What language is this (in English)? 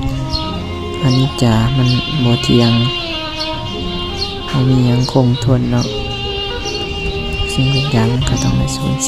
Lao